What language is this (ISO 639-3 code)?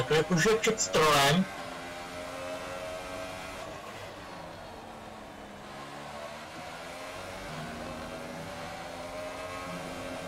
ces